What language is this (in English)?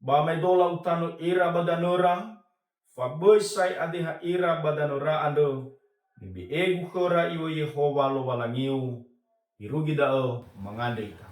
Nias